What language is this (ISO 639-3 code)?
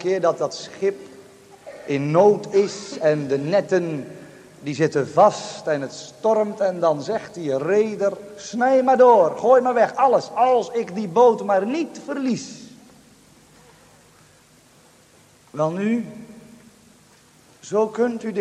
nld